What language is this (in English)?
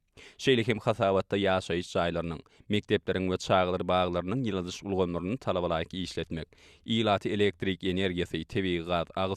Turkmen